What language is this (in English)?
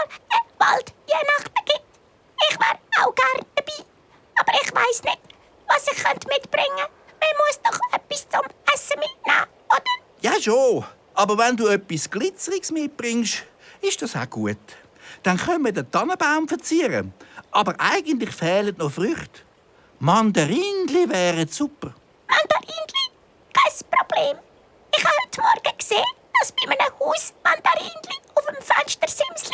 Swiss German